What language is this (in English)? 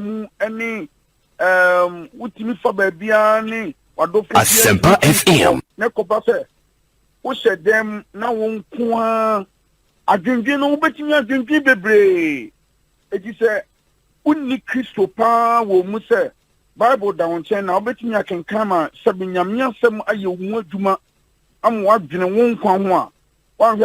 Akan